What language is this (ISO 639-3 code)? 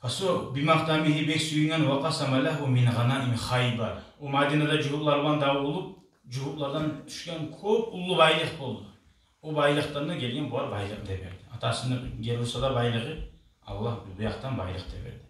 kum